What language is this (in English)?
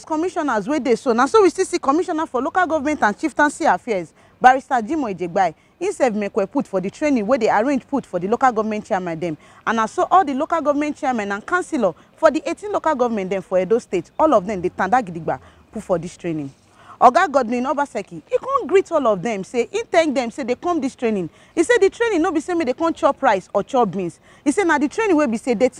Nigerian Pidgin